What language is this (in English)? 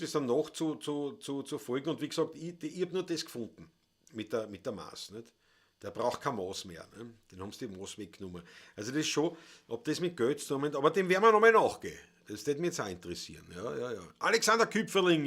Bavarian